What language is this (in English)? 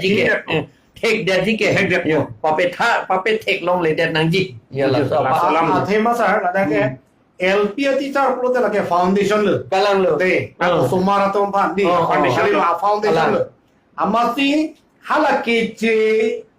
Karbi